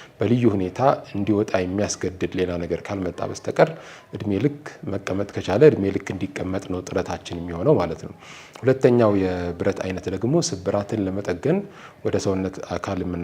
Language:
Amharic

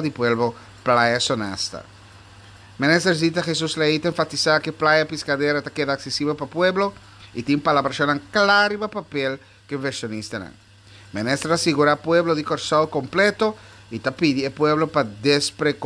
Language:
Papiamento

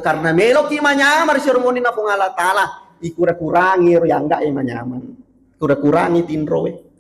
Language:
Buginese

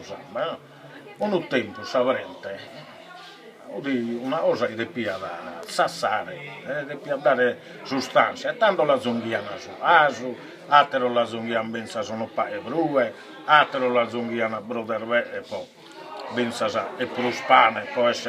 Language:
Sardinian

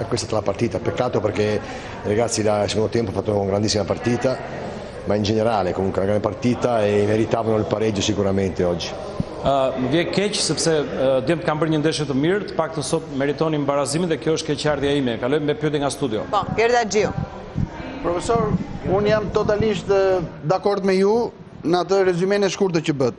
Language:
Albanian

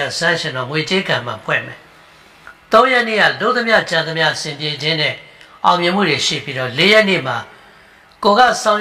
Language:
Burmese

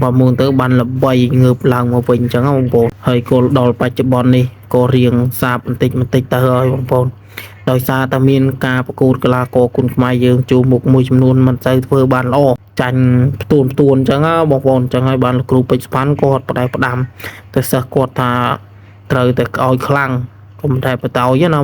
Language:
Khmer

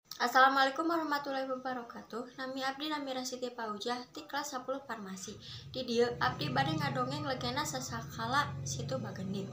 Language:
Sundanese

